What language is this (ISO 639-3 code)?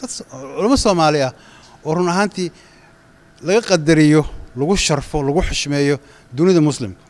som